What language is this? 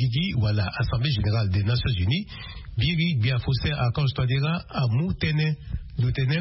Sango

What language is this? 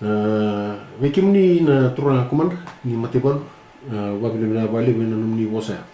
Fijian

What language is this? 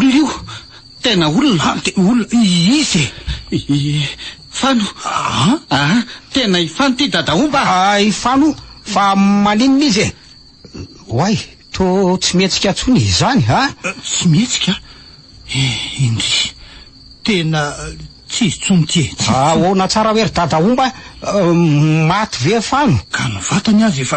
Malagasy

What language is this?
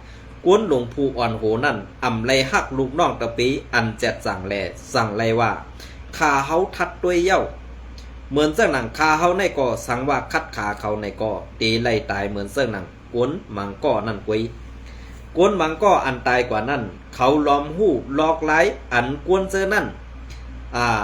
Shan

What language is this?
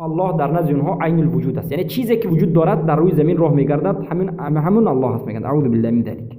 Persian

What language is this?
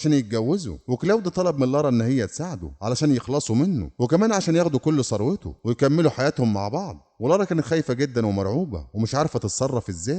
Egyptian Arabic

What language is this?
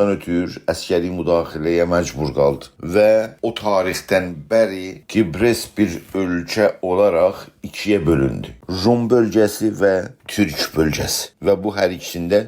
South Azerbaijani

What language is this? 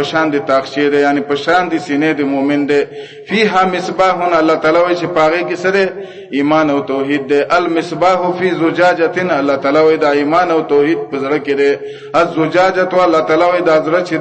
Pashto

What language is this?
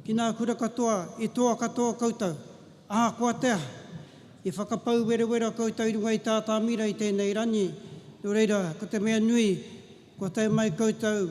Māori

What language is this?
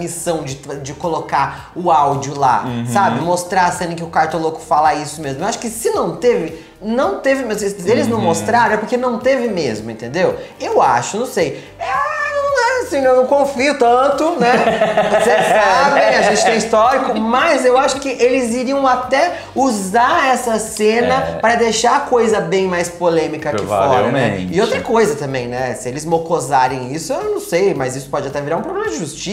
Portuguese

